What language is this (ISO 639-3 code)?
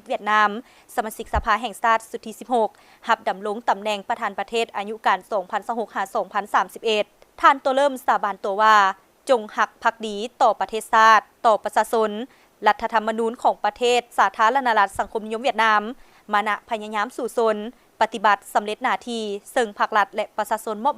lao